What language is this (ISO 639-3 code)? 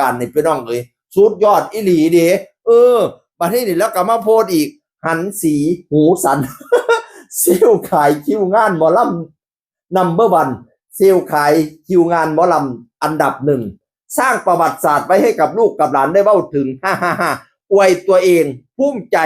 tts